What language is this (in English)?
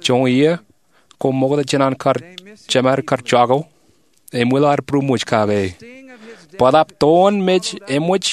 Marshallese